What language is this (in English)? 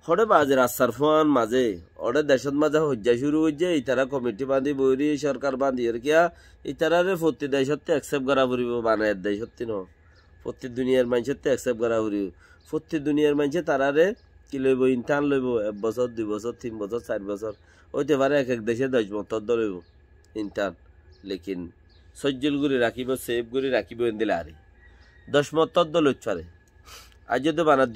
Rohingya